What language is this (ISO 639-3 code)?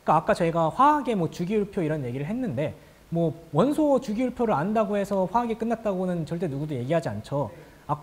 kor